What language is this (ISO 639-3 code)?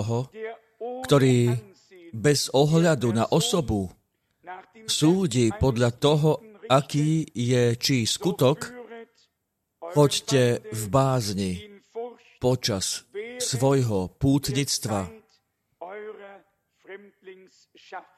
slk